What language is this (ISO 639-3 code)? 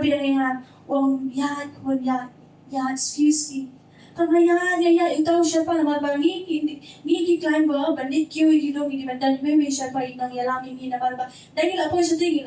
kha